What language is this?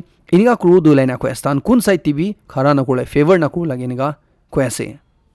Naga Pidgin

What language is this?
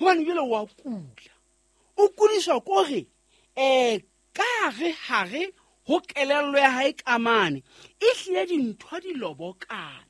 Southern Sotho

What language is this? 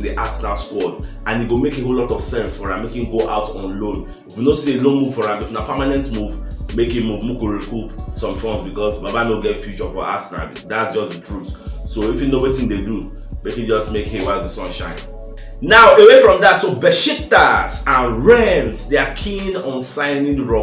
Nigerian Pidgin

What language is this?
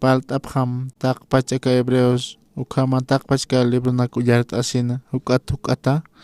Aymara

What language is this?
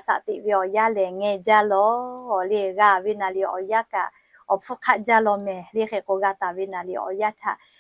Lahu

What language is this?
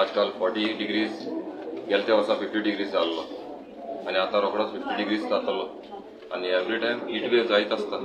Konkani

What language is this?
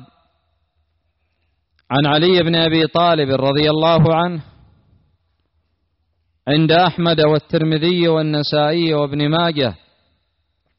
Arabic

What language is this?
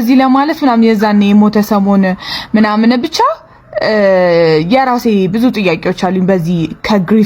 Amharic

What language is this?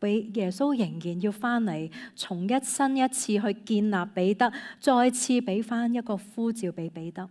Cantonese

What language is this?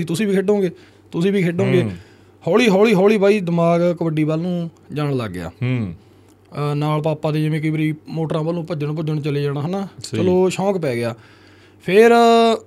Punjabi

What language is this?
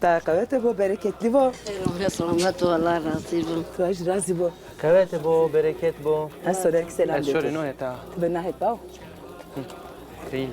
Zaza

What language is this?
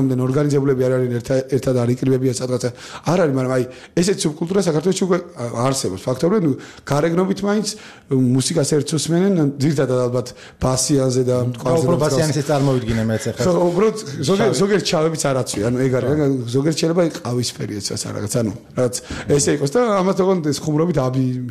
Georgian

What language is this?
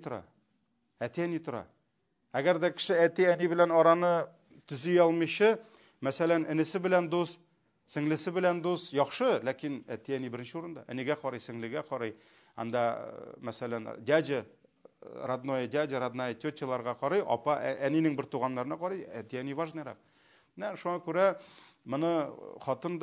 Tatar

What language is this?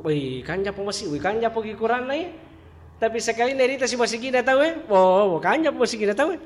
Buginese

